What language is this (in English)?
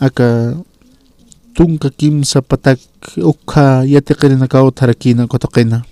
Aymara